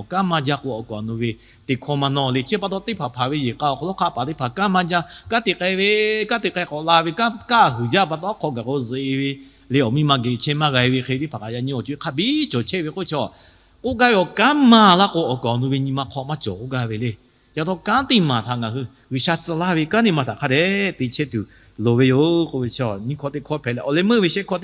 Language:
Lahu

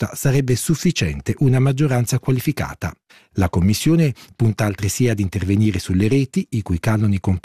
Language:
Italian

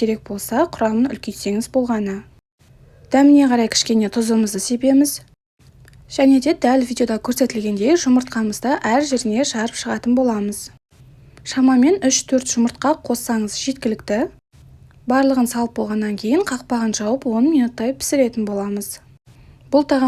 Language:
Kazakh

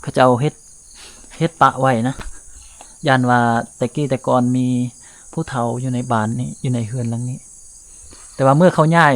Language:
Lao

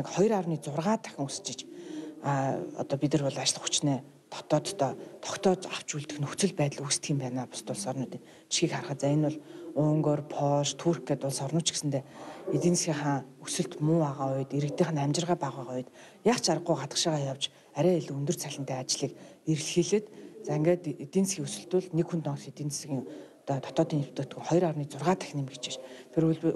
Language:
Mongolian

